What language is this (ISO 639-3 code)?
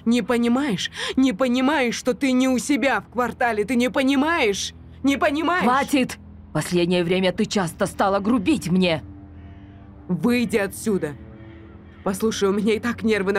rus